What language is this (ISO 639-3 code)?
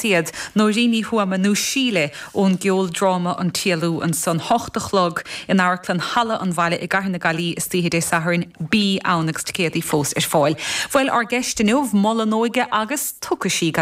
gle